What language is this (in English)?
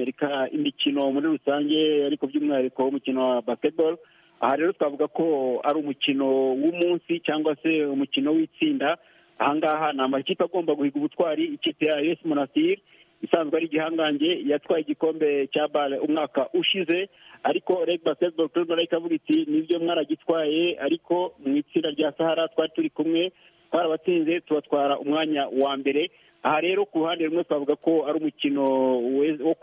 Kinyarwanda